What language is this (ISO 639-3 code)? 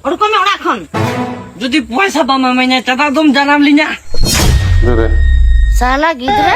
sat